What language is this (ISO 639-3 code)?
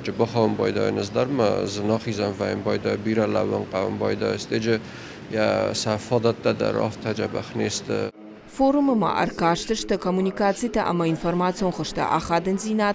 oss